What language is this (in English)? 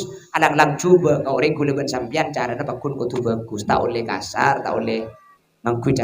Madurese